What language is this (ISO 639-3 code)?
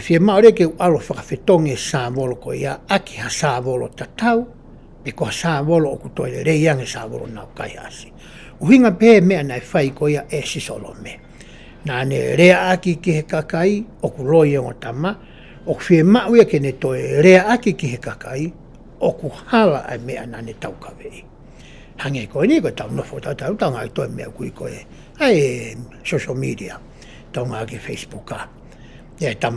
ton